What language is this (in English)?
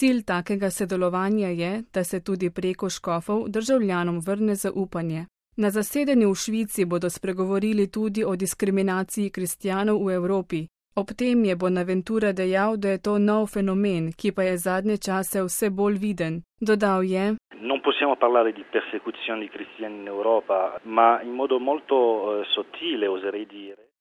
Slovenian